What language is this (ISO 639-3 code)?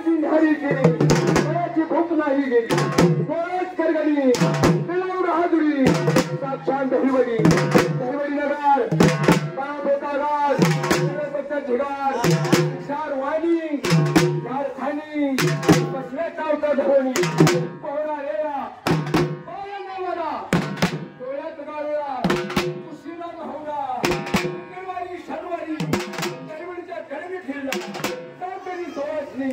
mar